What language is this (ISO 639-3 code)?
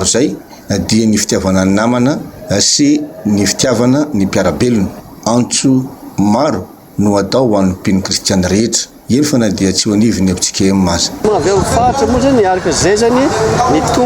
mlg